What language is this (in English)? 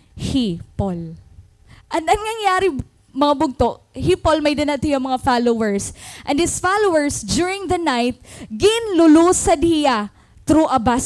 Waray